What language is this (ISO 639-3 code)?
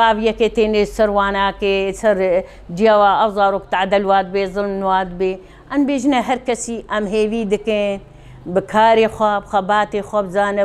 kur